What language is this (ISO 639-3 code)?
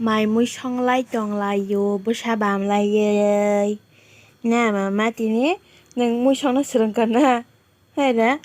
trp